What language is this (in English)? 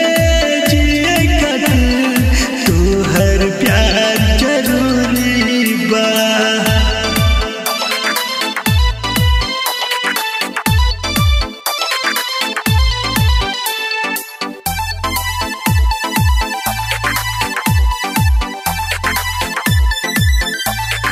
Bhojpuri